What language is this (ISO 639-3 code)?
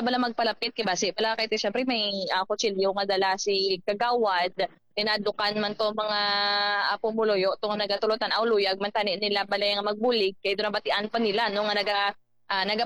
hil